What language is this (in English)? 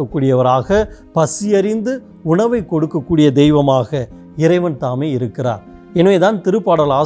Tamil